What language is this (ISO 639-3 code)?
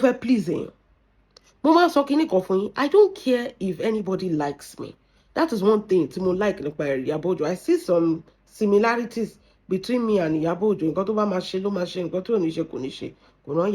yor